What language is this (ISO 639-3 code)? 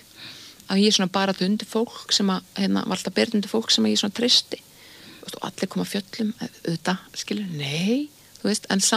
isl